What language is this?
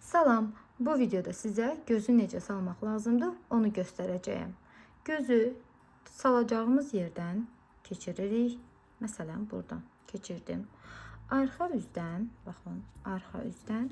Azerbaijani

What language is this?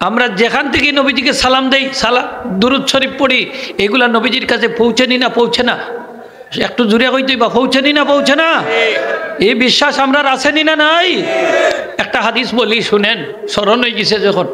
Sylheti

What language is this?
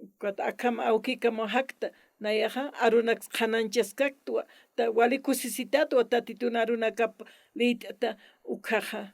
Aymara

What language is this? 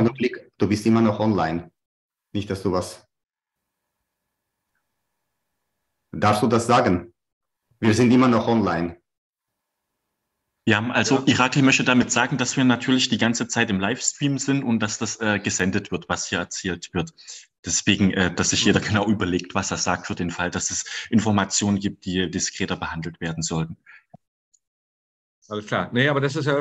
German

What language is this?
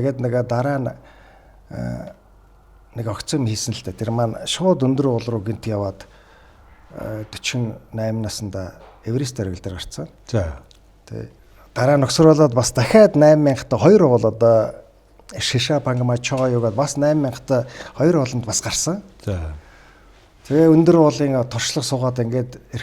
Mongolian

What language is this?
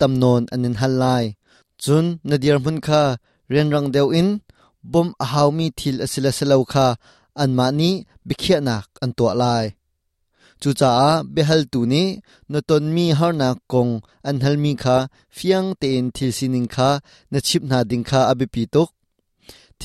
Hakha Chin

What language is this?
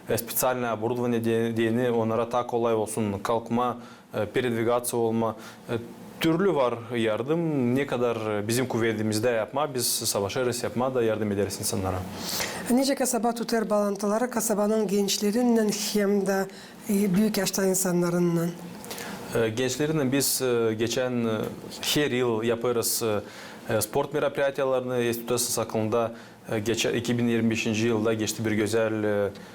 Gagauz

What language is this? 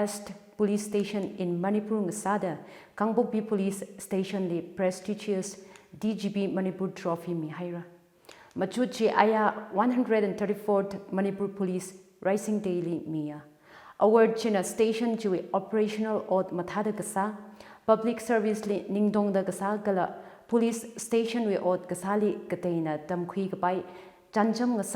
Tangkhul Naga (India)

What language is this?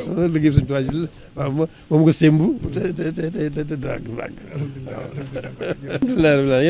Wolof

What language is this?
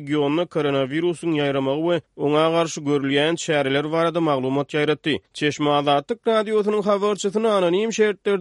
Turkmen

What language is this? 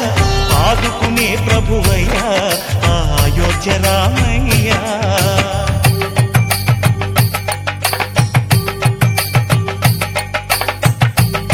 Telugu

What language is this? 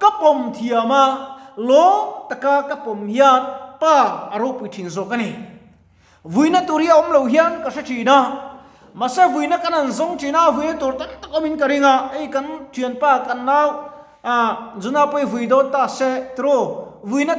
Mizo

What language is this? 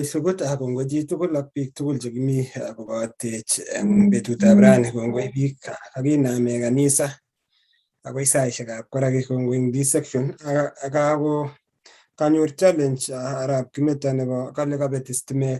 Kalenjin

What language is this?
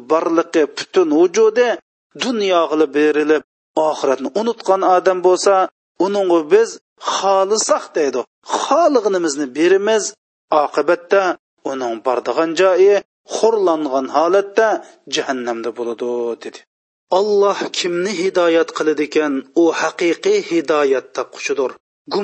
Uyghur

